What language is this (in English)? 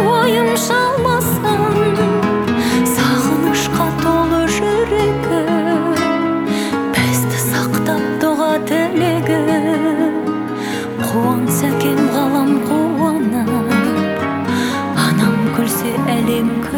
Kazakh